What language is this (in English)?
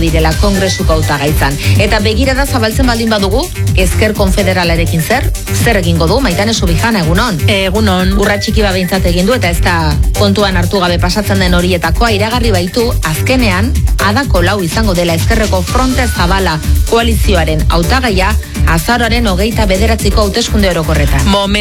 Basque